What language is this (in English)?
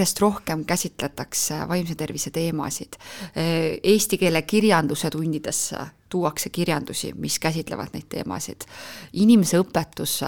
Estonian